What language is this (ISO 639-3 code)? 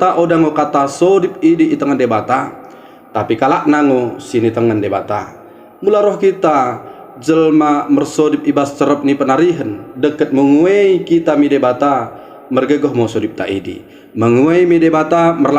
btd